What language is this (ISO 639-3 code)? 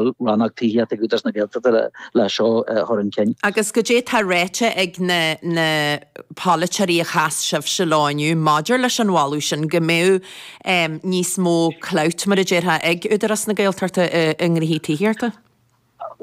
gle